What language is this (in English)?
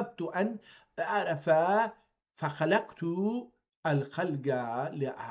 South Azerbaijani